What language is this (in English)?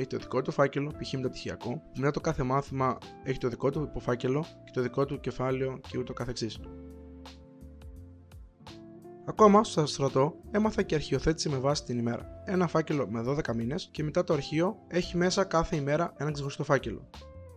Greek